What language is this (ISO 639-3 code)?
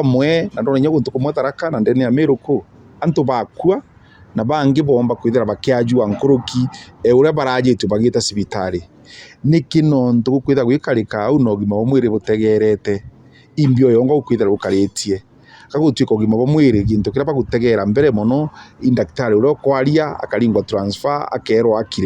mer